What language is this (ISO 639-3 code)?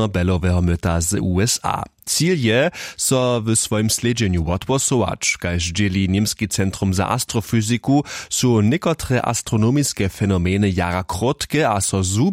hsb